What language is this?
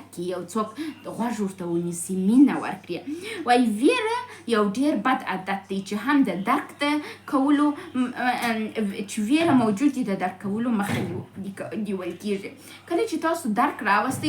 Pashto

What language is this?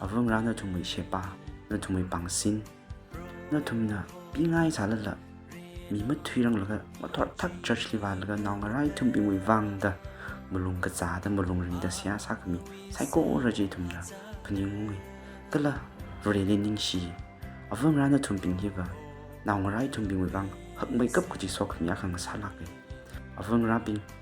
Tangkhul Naga (India)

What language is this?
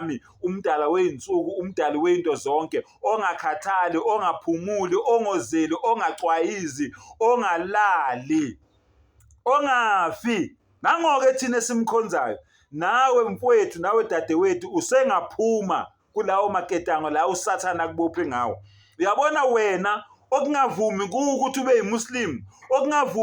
Zulu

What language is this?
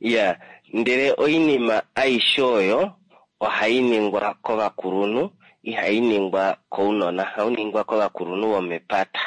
Kuanyama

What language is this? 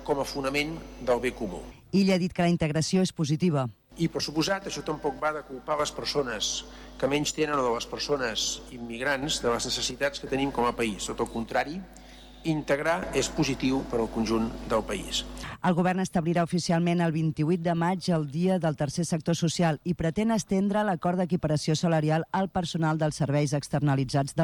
Catalan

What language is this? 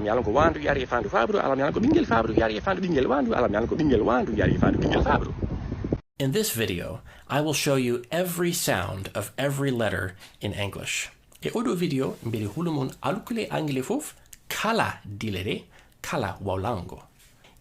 Fula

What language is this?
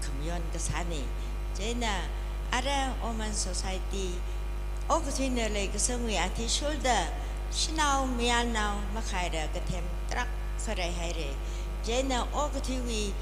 Tangkhul Naga (India)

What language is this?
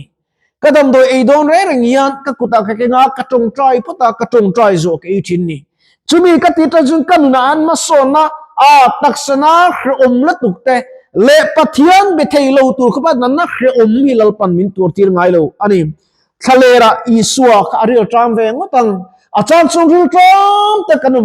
Mizo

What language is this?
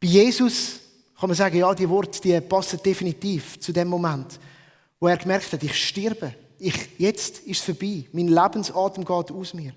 Swiss German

